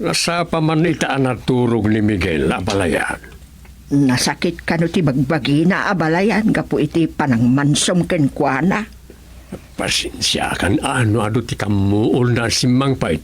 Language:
Iloko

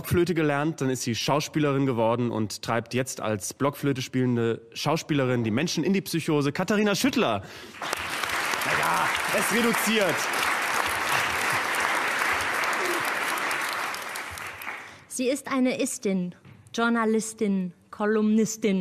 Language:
German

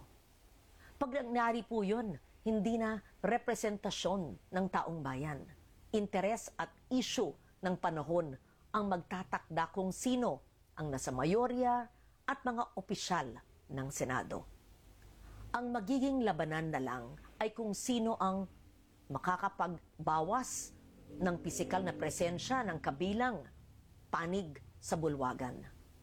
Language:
Filipino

